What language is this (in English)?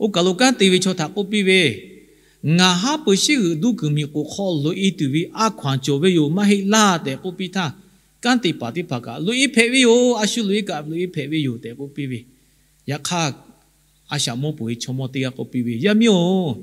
Lahu